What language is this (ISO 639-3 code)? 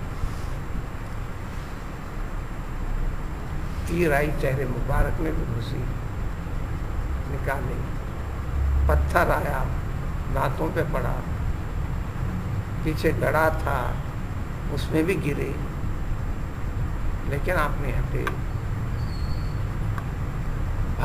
urd